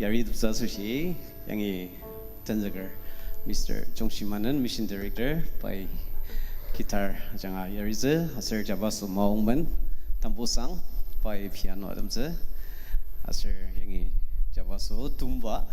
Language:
Ao Naga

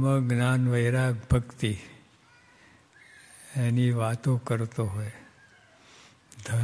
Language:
Gujarati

